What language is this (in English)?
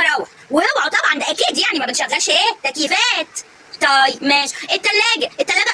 Egyptian Arabic